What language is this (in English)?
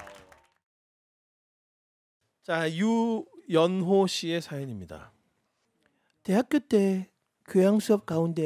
Korean